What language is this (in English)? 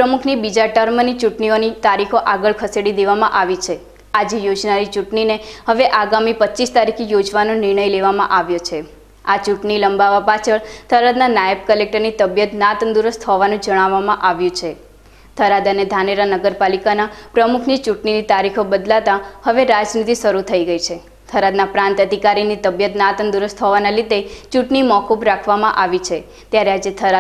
Gujarati